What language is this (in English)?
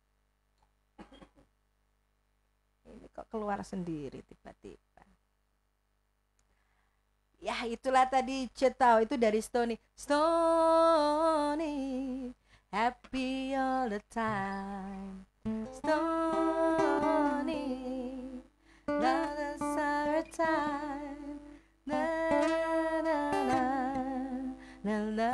Indonesian